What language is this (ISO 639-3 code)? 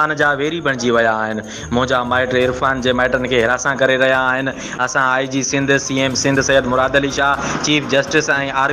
snd